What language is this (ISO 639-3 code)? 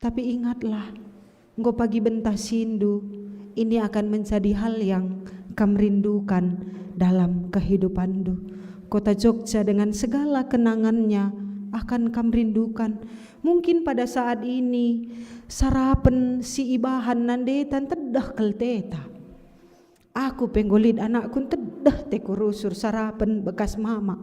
btx